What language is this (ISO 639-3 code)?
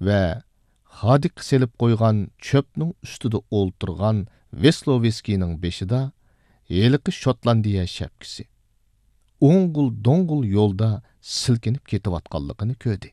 uig